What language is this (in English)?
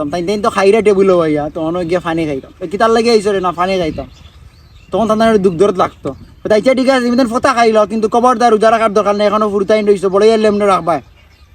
Sylheti